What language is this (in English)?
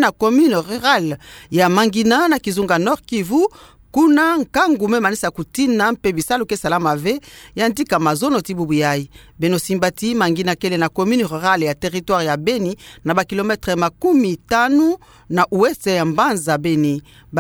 Kituba (Democratic Republic of Congo)